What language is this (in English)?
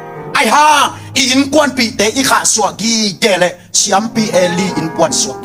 Tedim Chin